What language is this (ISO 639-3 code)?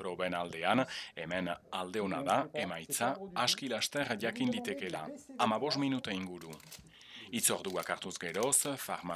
eus